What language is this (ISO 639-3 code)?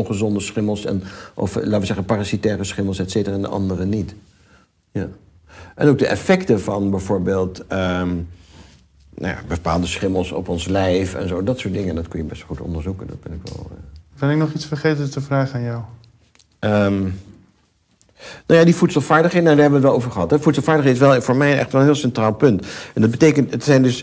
nld